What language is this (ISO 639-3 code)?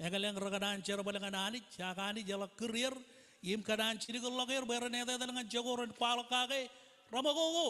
mah